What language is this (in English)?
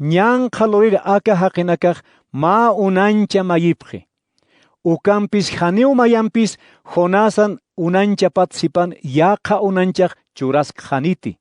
Aymara